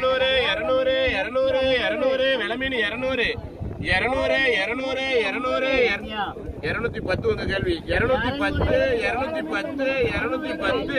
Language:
Tamil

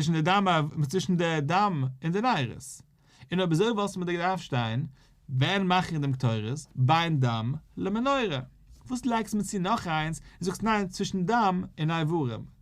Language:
Yiddish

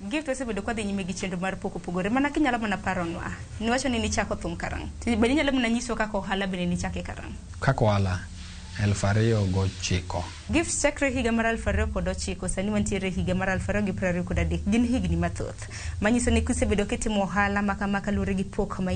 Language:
Luo (Kenya and Tanzania)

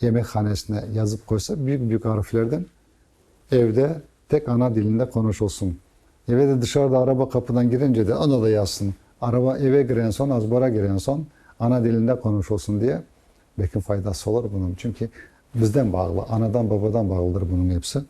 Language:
Crimean Tatar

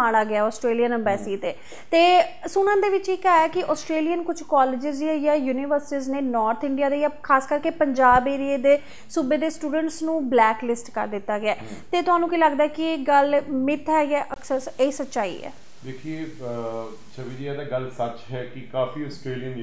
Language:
Punjabi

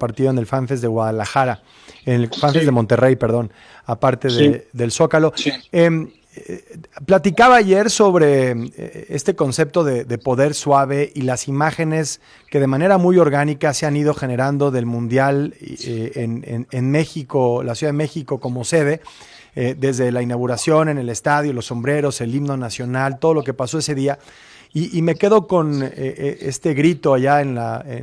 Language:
Spanish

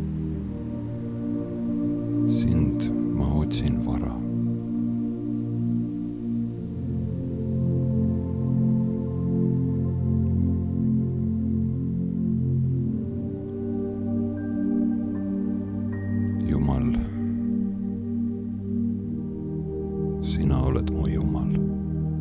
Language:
Estonian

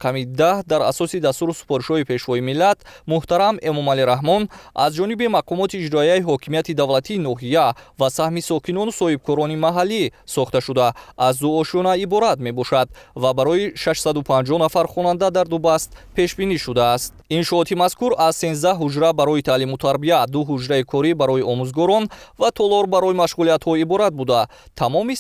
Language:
Tajik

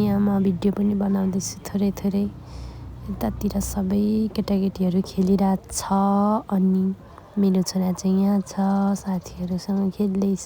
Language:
Nepali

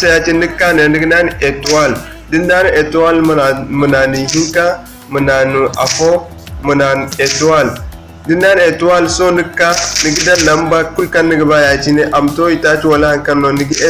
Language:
Zarma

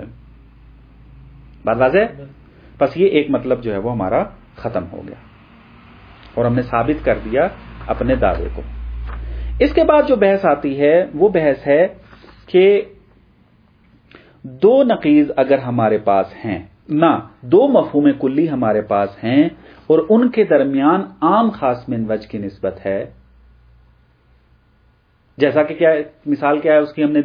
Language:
Urdu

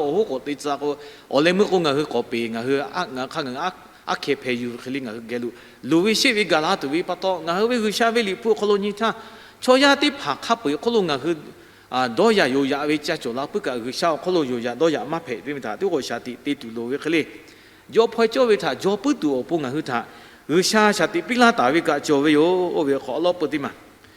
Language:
Lahu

